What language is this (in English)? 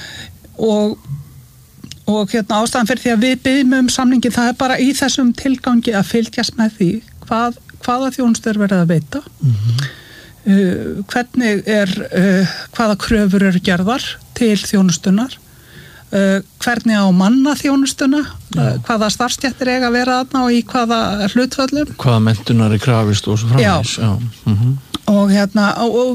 Icelandic